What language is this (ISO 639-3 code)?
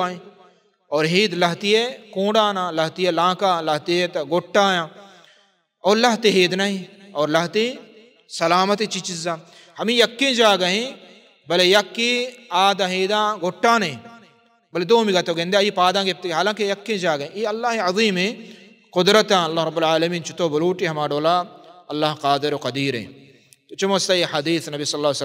bal